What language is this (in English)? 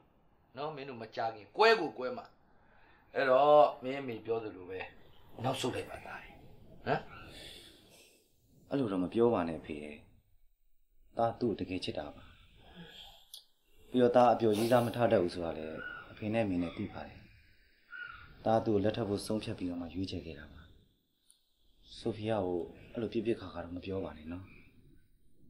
Burmese